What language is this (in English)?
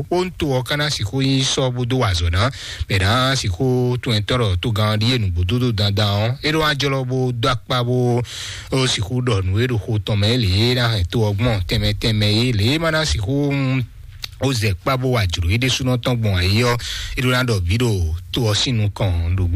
Fon